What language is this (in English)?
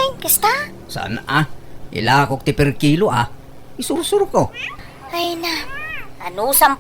Iloko